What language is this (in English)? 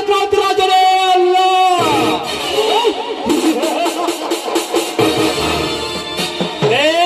Kannada